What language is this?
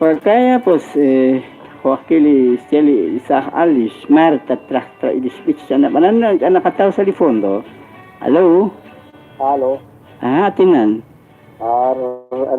Kekchí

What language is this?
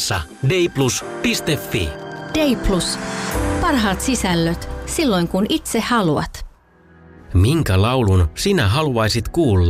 Finnish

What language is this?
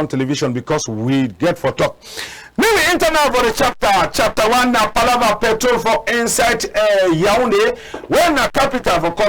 Cameroon Pidgin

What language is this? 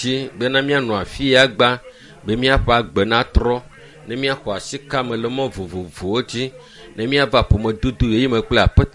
Ewe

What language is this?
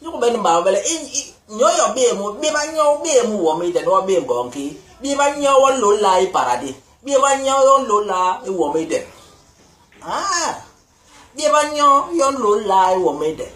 Basaa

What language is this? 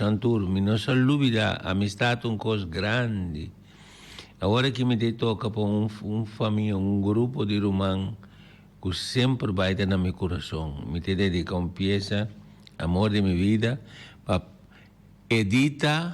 Papiamento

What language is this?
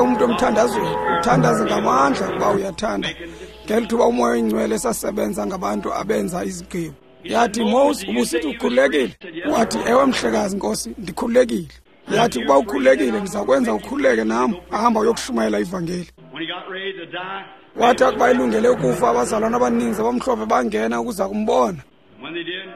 Xhosa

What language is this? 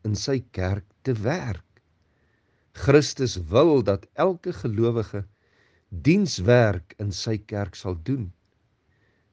Afrikaans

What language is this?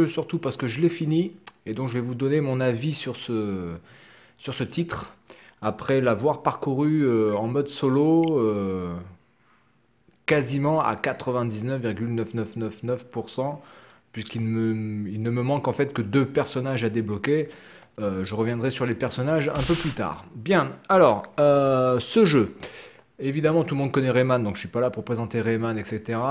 French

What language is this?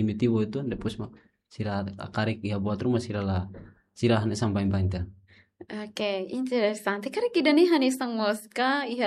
Tetum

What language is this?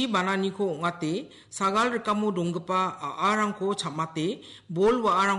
Garo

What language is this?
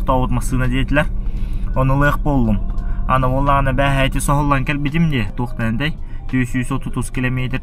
Yakut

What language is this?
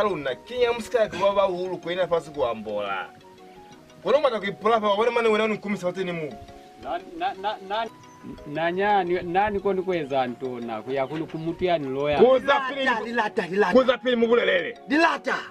Lozi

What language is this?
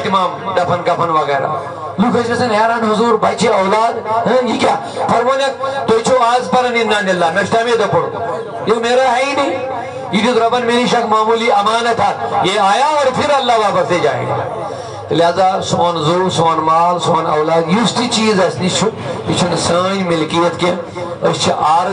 Kashmiri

